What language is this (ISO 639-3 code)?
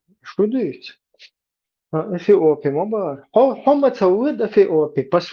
che